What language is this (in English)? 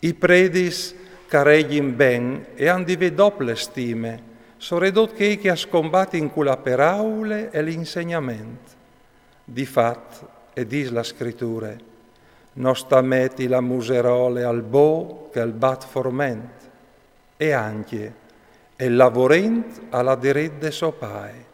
Friulian